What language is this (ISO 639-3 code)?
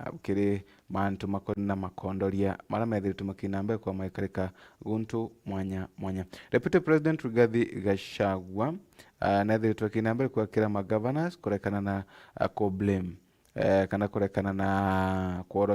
mer